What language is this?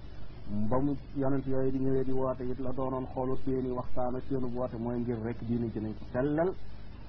Wolof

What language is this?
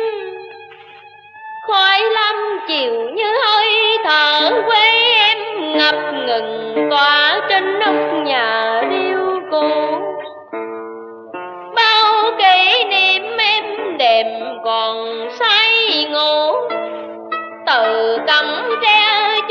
Vietnamese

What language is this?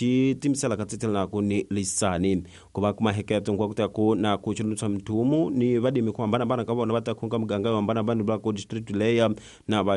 Tsonga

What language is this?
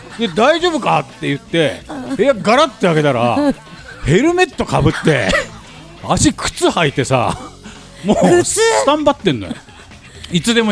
Japanese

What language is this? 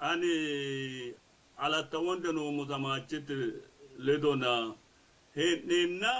Sidamo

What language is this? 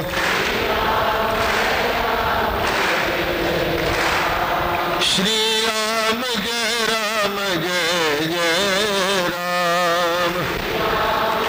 Marathi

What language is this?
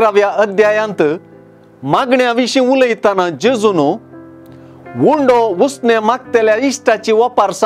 Konkani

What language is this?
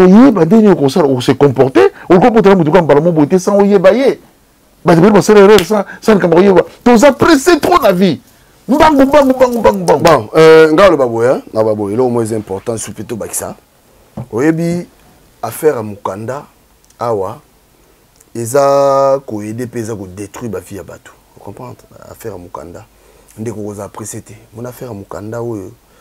Lingala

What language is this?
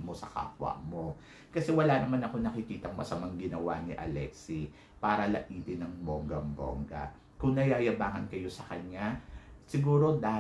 Filipino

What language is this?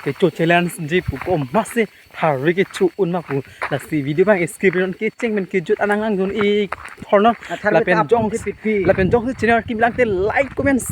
Karbi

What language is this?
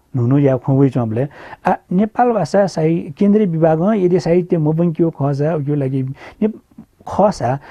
Newari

